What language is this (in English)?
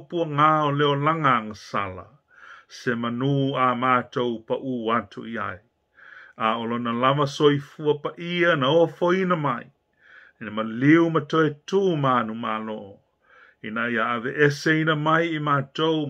Samoan